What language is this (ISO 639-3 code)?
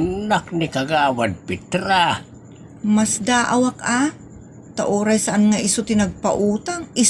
ilo